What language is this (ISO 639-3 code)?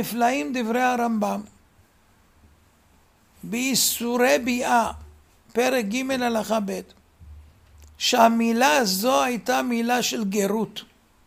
heb